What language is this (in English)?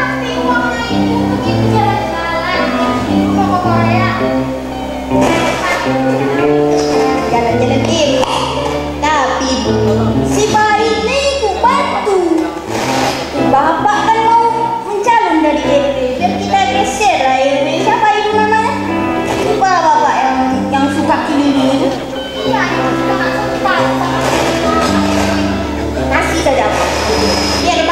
Indonesian